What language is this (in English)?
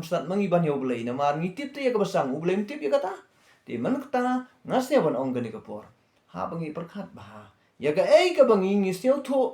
Khasi